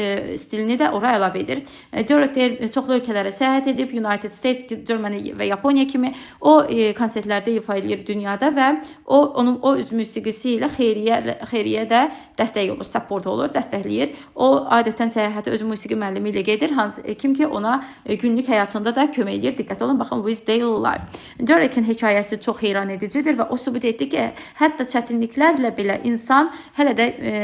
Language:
Azerbaijani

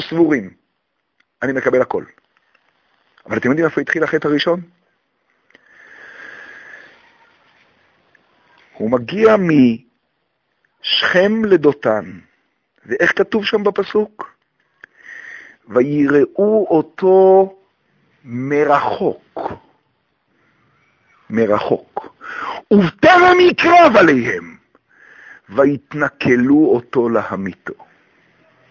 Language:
Hebrew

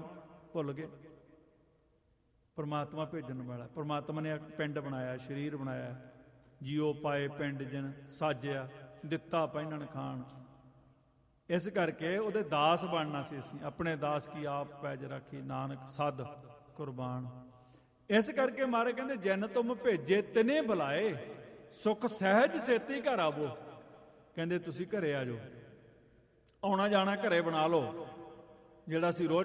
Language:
Punjabi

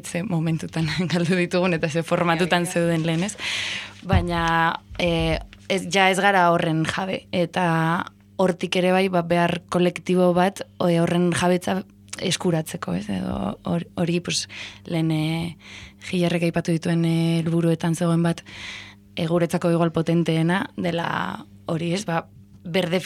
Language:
Basque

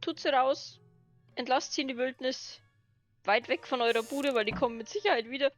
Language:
Bavarian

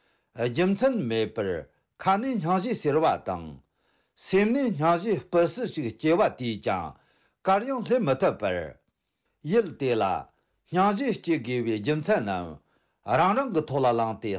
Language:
Tibetan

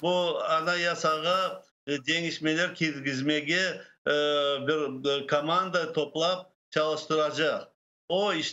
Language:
Crimean Tatar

